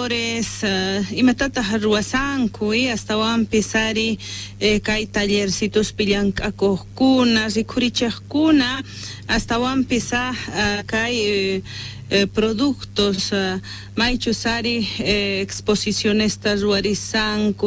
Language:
Quechua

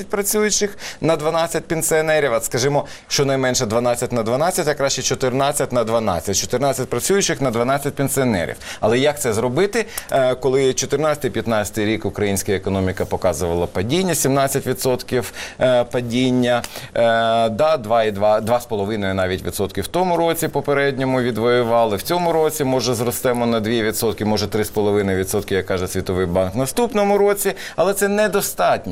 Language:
Ukrainian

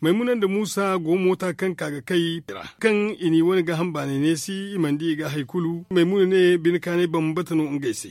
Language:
Zarma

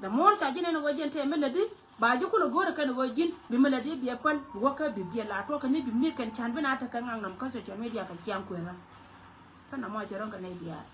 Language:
Nuer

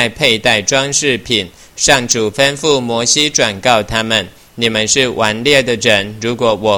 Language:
Chinese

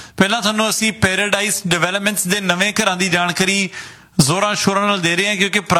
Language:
Punjabi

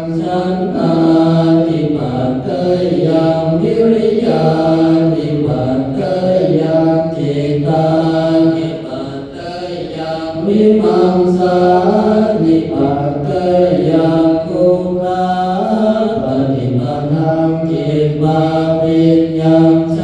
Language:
Pali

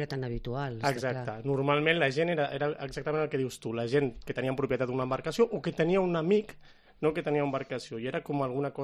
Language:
Catalan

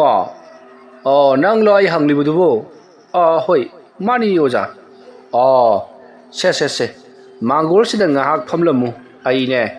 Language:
Manipuri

